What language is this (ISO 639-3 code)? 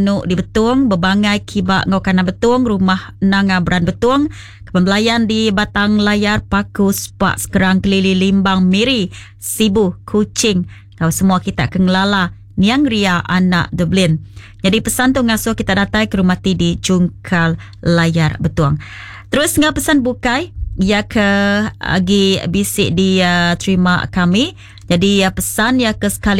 iba